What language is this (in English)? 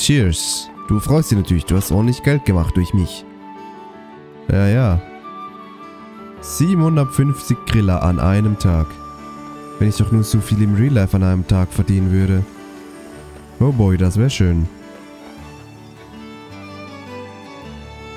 German